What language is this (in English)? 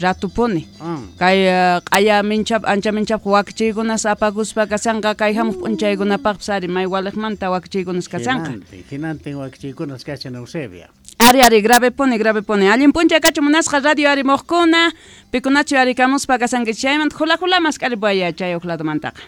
Quechua